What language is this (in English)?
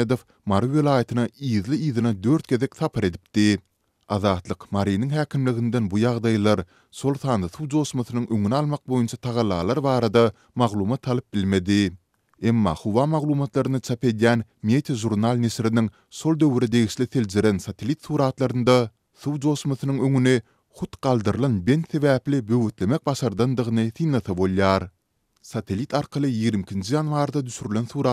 Turkmen